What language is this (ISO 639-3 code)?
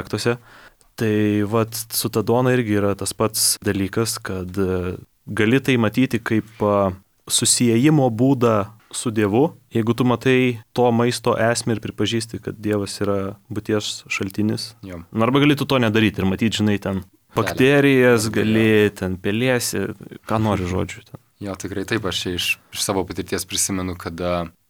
lit